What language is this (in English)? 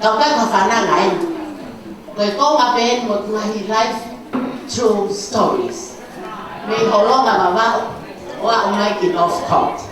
Tongan